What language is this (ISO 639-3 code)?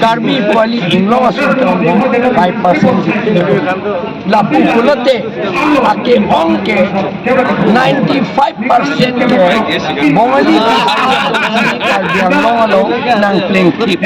mjw